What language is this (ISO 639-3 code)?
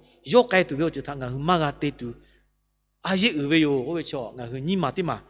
lhu